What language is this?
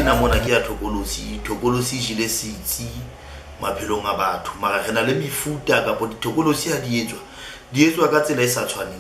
Southern Sotho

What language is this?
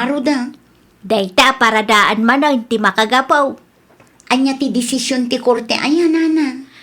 Iloko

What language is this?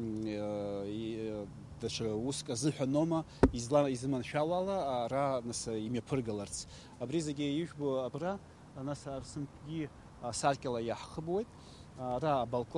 Abkhazian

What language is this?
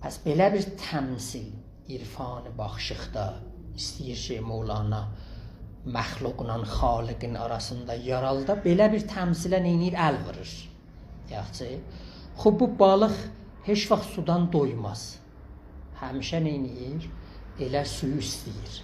South Azerbaijani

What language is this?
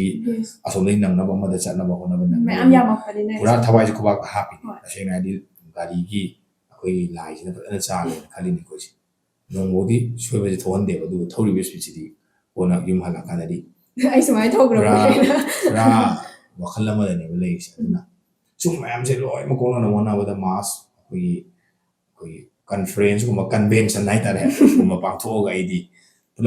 Manipuri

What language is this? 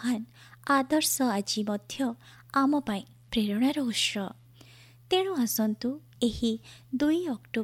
Odia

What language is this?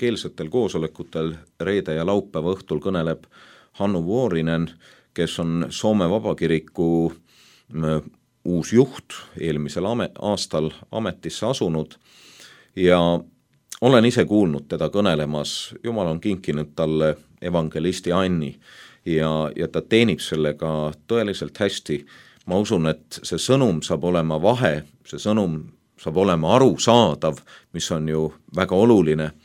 Estonian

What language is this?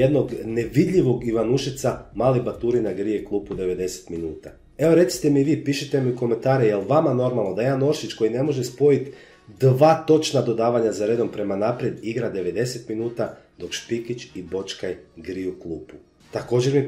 Croatian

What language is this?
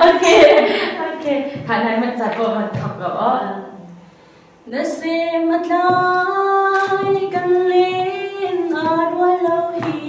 Hakha Chin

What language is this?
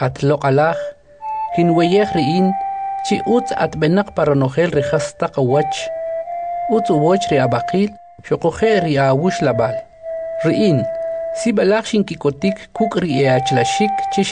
Kʼicheʼ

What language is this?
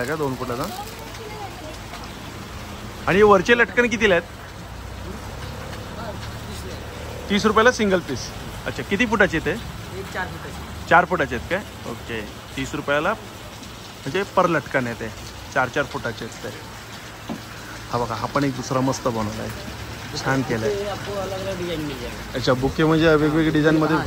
Marathi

